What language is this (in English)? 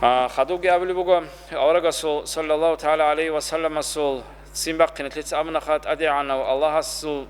Avaric